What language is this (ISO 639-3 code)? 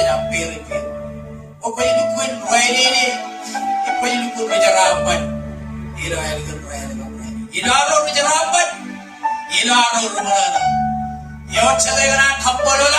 mah